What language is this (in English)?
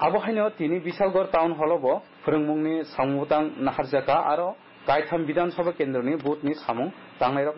Kok Borok